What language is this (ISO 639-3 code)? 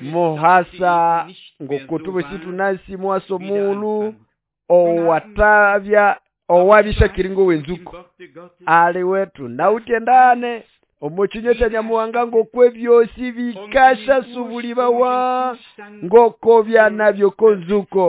nnb